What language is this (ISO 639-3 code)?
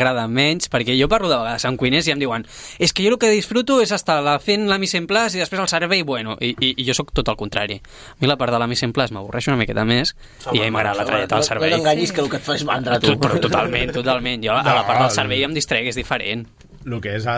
cat